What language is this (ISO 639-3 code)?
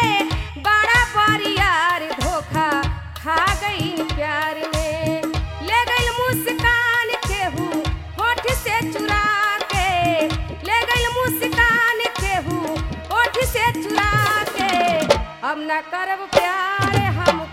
bho